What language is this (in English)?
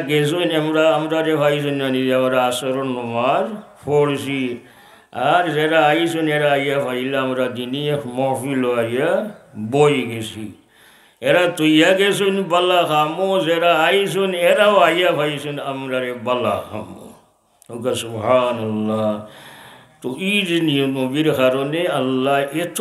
Sylheti